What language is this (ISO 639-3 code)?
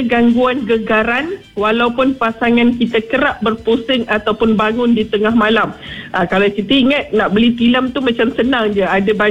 msa